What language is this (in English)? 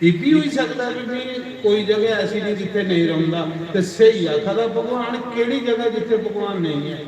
Dogri